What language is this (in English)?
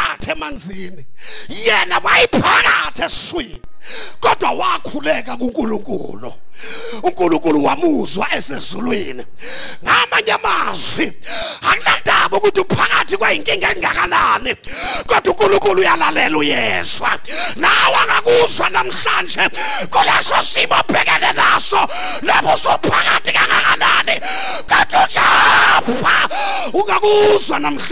Zulu